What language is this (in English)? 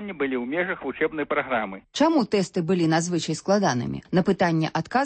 Belarusian